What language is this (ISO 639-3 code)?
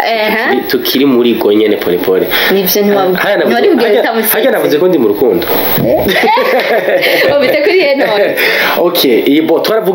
run